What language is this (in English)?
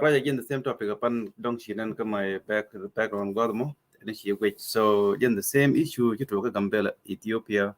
Nuer